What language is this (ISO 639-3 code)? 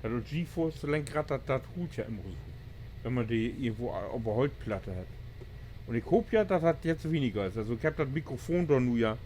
nds